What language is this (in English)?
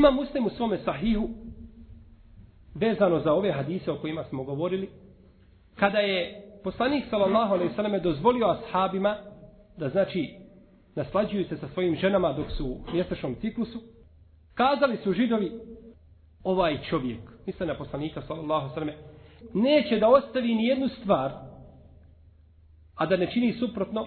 Bosnian